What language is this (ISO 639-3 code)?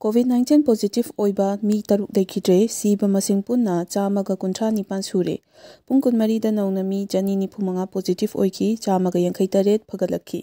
mni